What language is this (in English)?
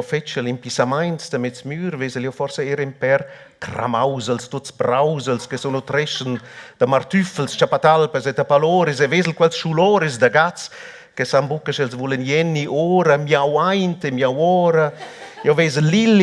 Romansh